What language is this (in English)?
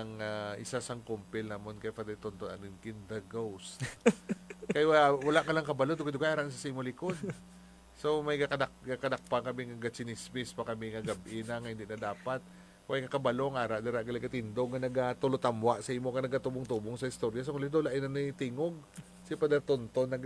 Hiligaynon